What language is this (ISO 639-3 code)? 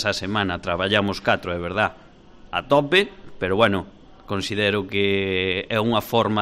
glg